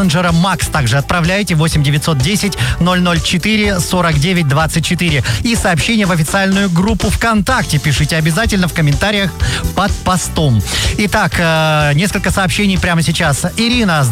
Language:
Russian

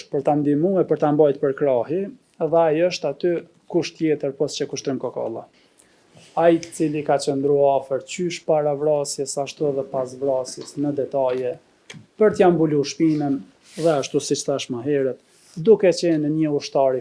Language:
Albanian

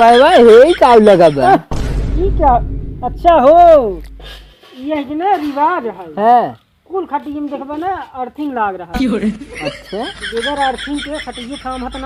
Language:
Awadhi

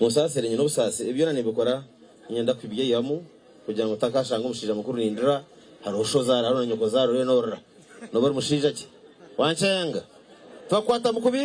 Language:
Nyankole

